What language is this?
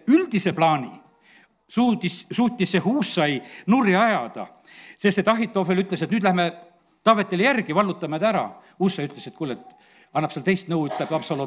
Estonian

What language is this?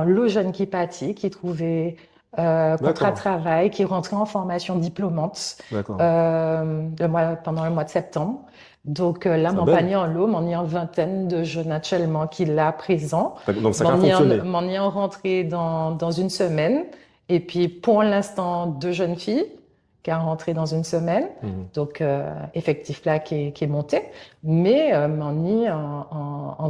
Guadeloupean Creole French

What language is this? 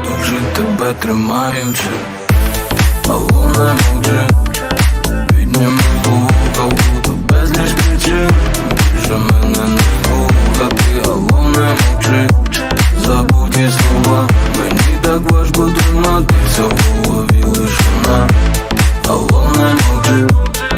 Ukrainian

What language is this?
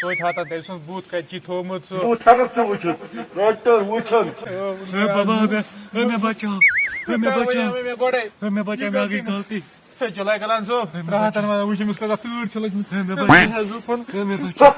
Kashmiri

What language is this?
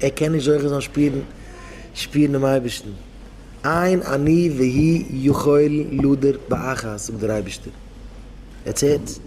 Yiddish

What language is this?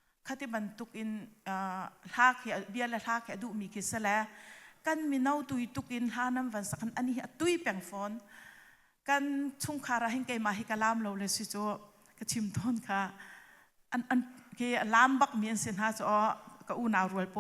Hakha Chin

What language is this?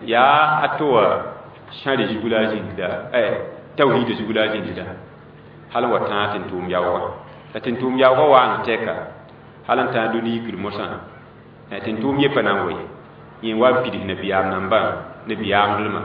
Mossi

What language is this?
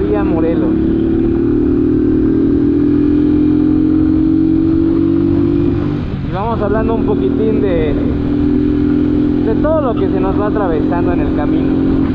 Spanish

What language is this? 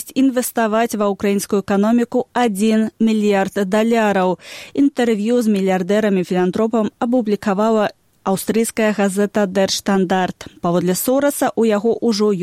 Belarusian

